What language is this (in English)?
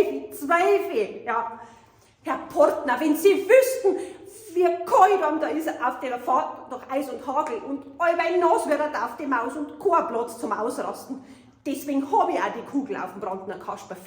Bavarian